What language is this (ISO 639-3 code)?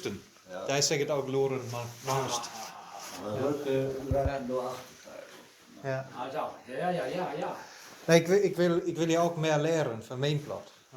wep